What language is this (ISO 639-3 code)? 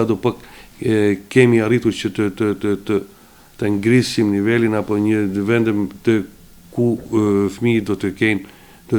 sqi